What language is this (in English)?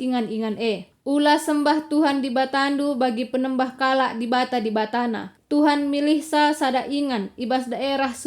Batak Karo